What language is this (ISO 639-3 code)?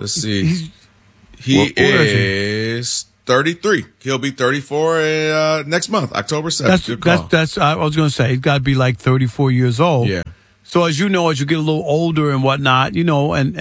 eng